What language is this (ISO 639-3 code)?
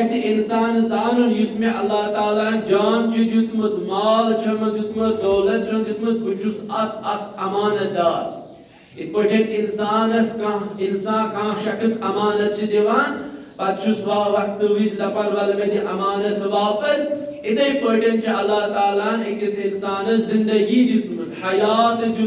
kas